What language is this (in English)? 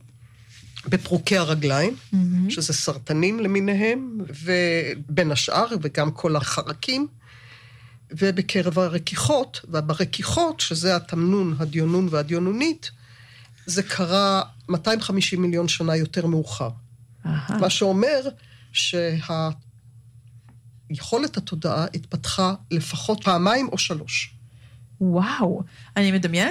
Hebrew